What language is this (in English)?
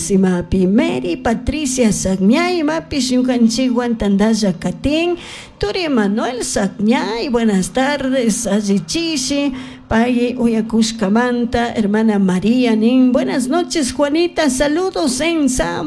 Chimborazo Highland Quichua